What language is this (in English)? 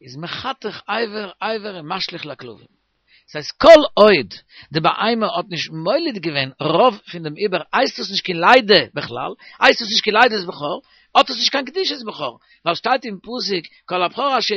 Yiddish